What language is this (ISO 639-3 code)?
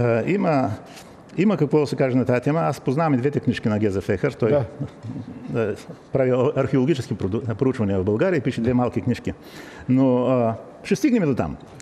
bul